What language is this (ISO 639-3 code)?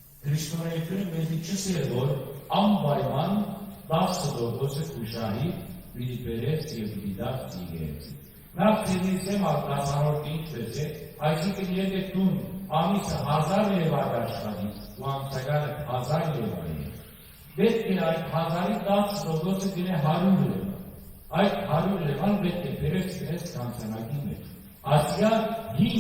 hyw